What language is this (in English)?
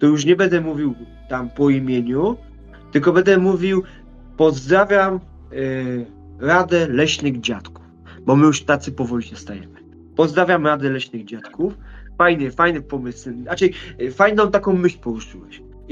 Polish